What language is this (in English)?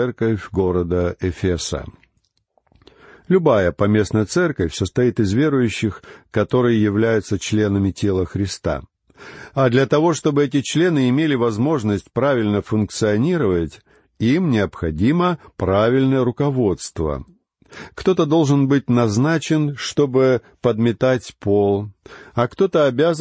Russian